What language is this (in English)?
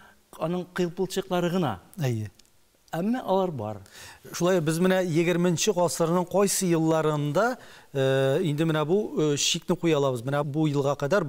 Tatar